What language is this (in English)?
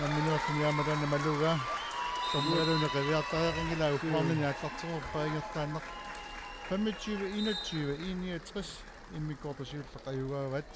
Kalaallisut